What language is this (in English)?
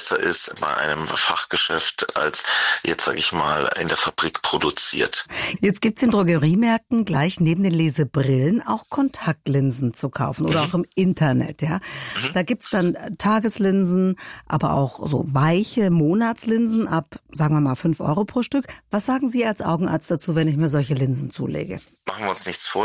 German